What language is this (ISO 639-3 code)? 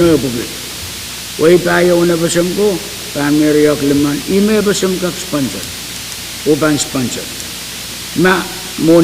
pon